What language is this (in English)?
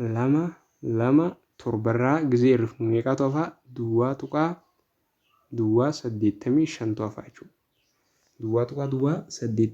Oromo